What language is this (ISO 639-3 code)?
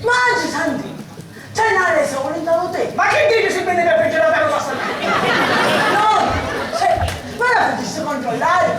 scn